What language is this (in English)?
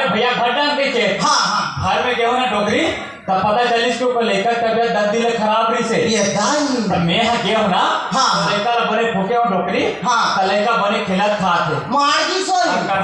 Chhattisgarhi